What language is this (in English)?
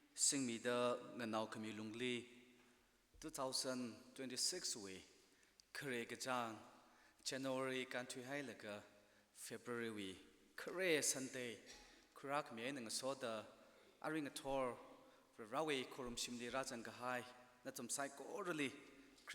Tangkhul Naga (India)